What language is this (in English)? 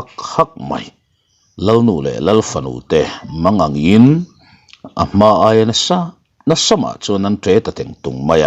Mizo